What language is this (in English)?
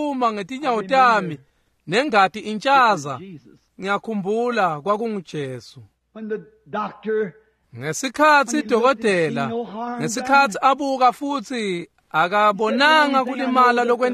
Swati